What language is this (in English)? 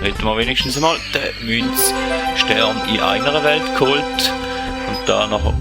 Swiss German